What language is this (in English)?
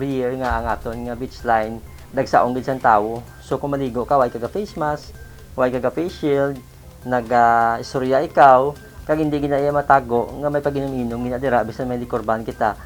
Hiligaynon